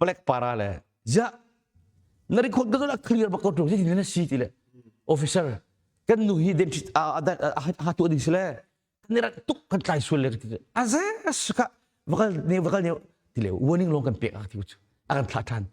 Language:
Hakha Chin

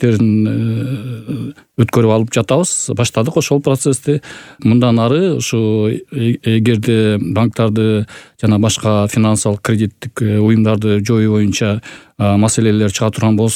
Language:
Kyrgyz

